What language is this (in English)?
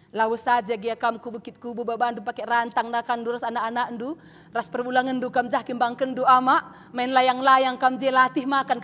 Batak Karo